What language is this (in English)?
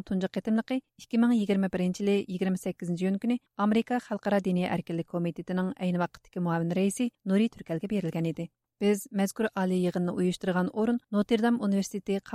Uyghur